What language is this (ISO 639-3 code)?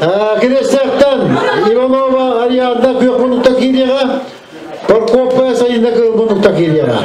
sah